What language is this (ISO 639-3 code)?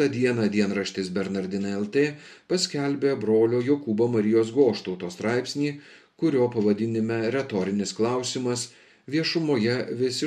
lit